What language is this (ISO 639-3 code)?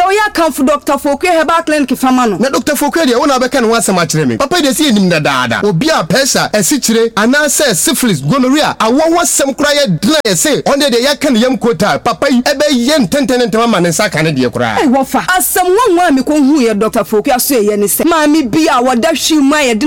aka